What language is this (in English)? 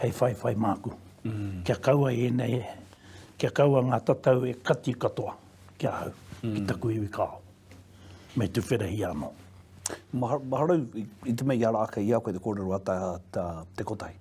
Māori